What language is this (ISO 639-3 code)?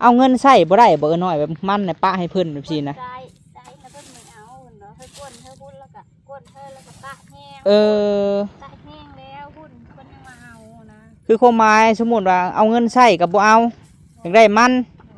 lao